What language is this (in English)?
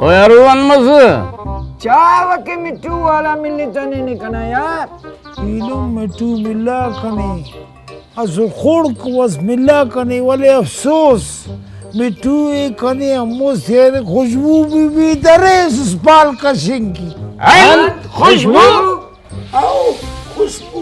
Brahui